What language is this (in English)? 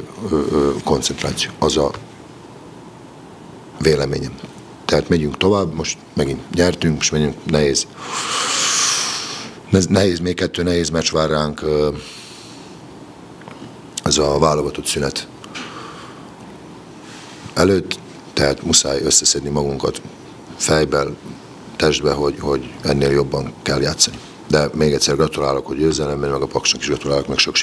Hungarian